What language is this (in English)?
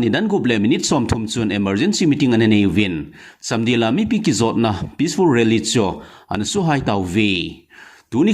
Thado Chin